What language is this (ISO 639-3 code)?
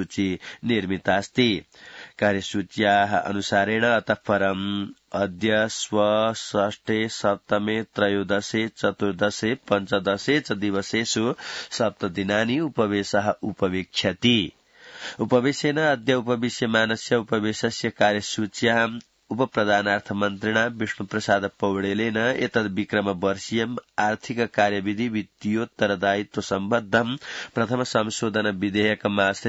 san